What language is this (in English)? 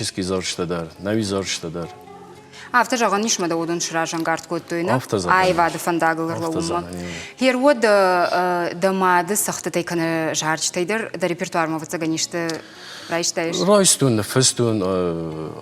Ossetic